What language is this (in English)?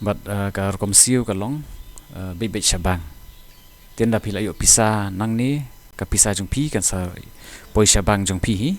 Khasi